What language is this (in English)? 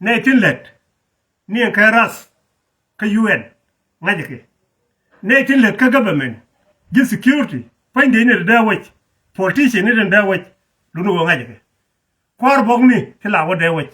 Nuer